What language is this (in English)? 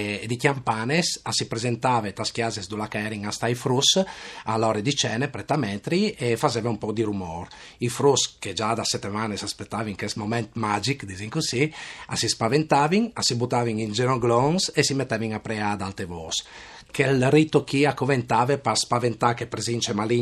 Friulian